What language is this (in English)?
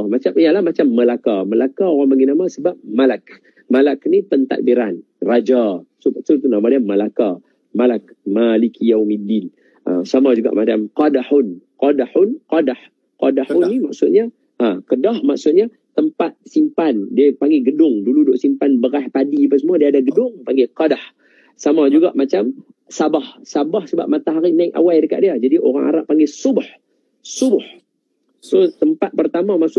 Malay